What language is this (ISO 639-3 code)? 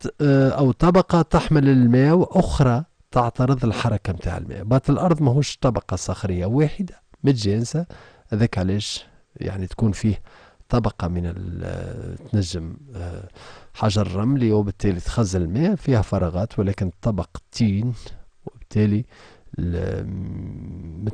aeb